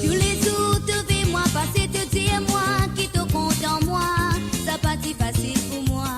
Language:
Morisyen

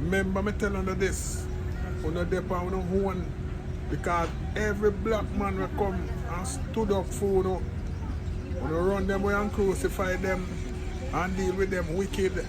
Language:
Jamaican Creole English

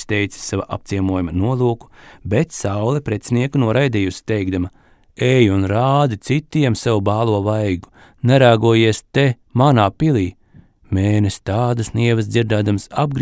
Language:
Latvian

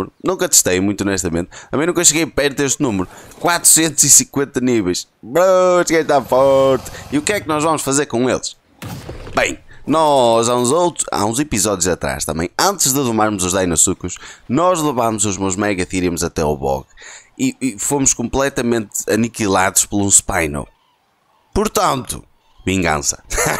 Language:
Portuguese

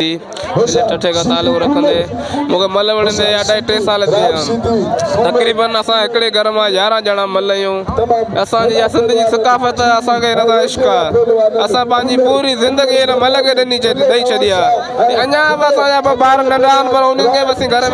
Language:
Sindhi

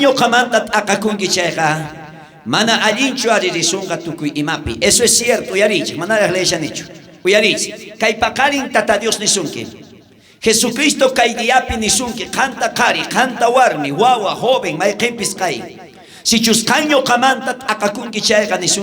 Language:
South Bolivian Quechua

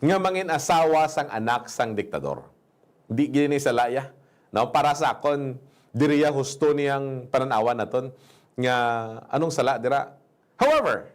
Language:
Hiligaynon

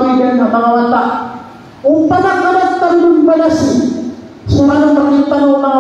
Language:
Maranao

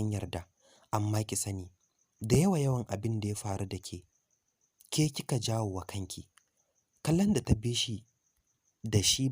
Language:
Hausa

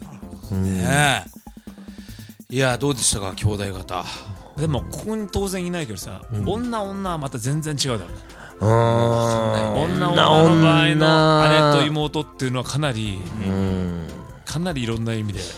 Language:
Japanese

